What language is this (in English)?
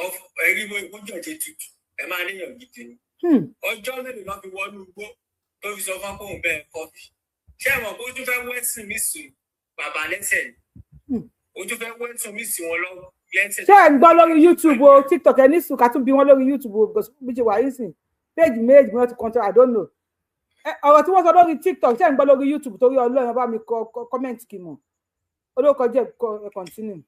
Yoruba